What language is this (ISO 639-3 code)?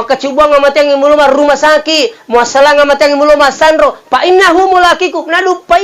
bug